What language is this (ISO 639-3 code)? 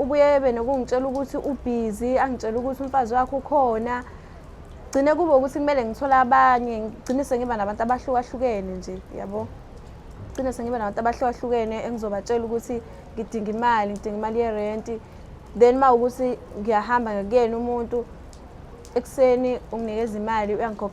zul